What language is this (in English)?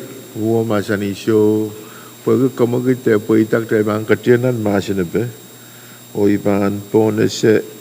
Pohnpeian